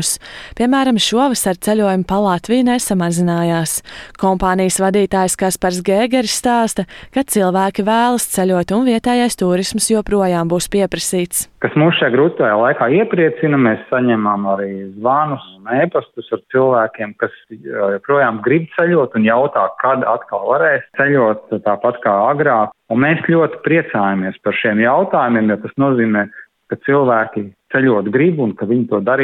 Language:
Latvian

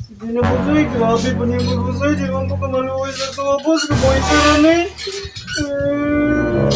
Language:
Cebuano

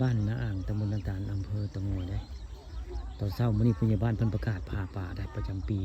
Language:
Northeastern Thai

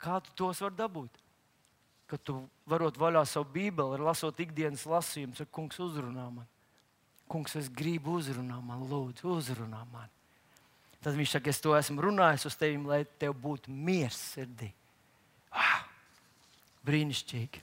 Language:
Latvian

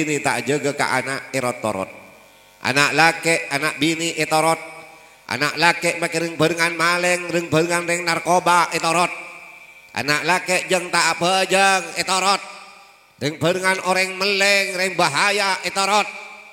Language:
Madurese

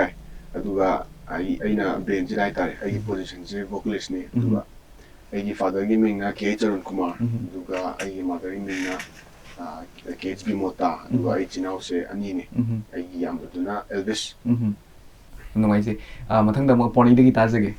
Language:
Manipuri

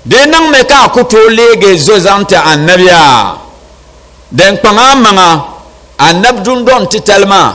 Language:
Dagbani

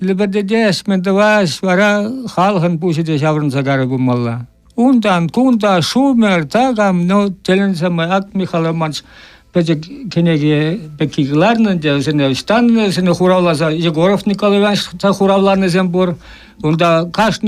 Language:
Chuvash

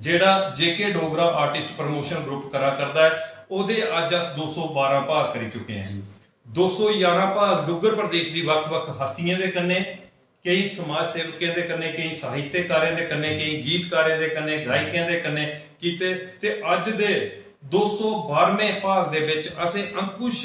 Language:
Dogri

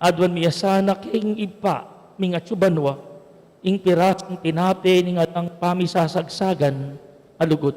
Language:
Pampanga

